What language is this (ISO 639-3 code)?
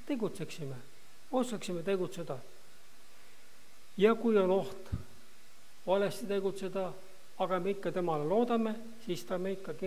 est